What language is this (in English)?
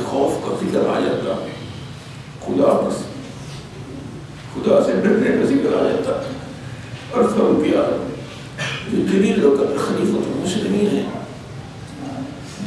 Urdu